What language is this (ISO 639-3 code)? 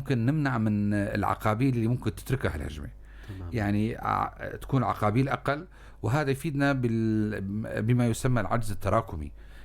apc